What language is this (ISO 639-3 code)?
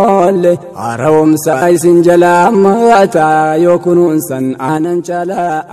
orm